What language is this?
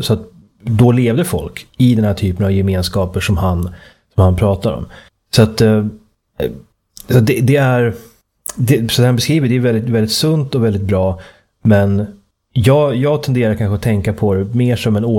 Swedish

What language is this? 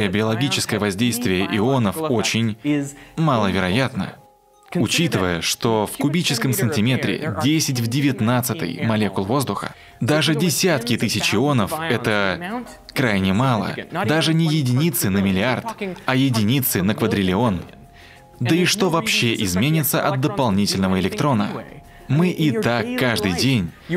Russian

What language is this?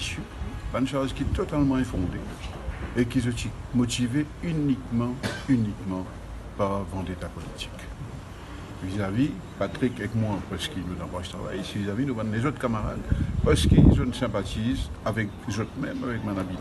Morisyen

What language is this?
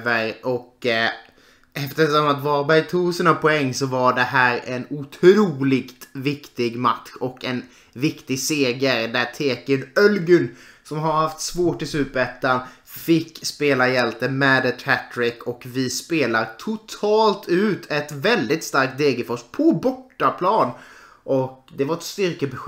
Swedish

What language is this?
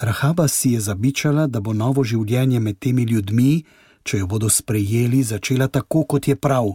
Slovenian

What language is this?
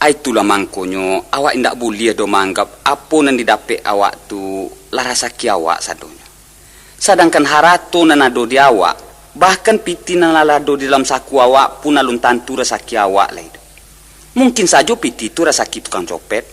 Minangkabau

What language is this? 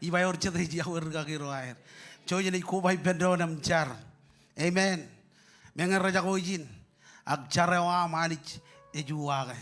Marshallese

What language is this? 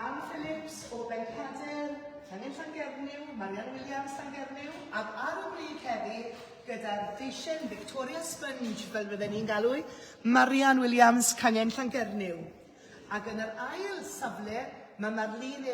Welsh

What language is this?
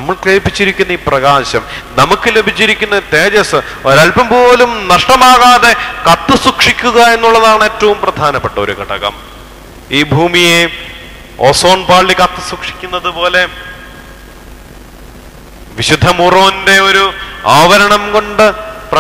Malayalam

